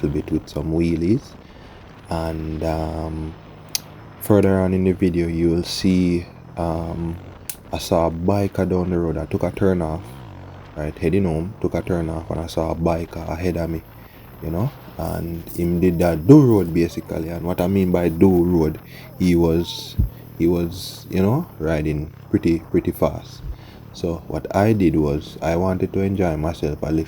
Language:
Jamaican Creole English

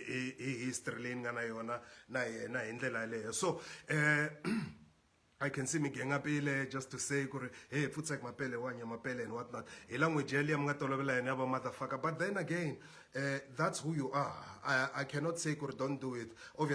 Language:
Tsonga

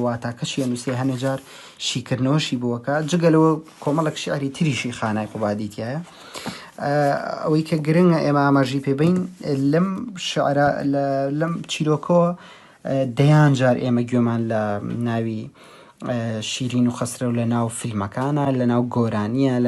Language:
Central Kurdish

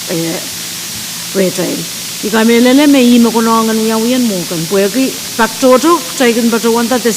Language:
Pohnpeian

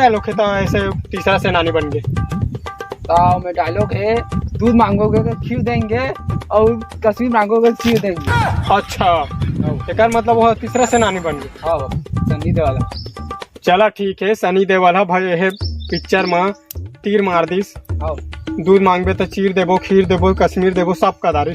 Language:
Chhattisgarhi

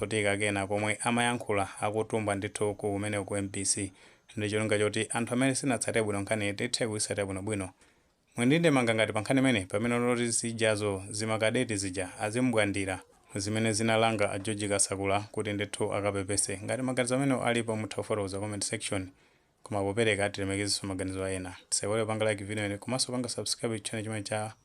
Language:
Nyanja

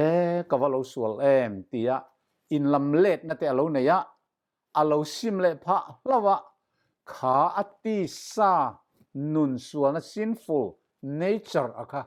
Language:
Mizo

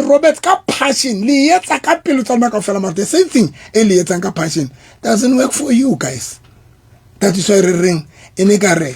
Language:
Southern Sotho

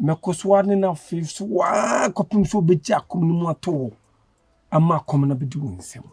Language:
Akan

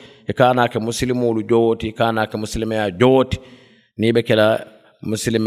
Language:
Mandingo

